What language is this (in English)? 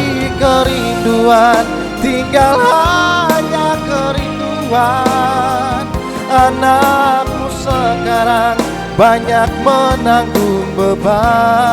Ambonese Malay